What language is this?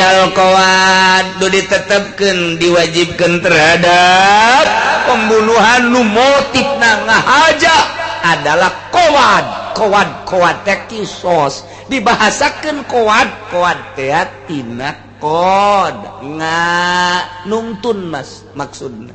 Sundanese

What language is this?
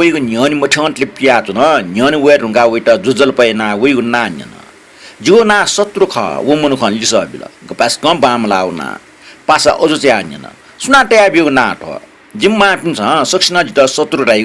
Newari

